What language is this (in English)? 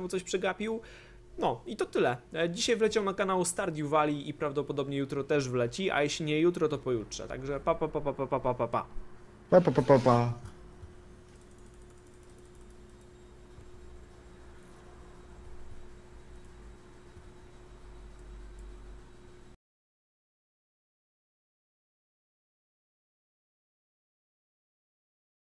Polish